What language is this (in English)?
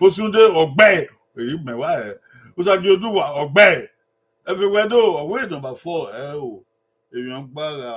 Bini